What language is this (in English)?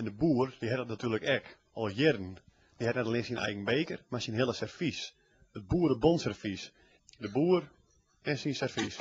Western Frisian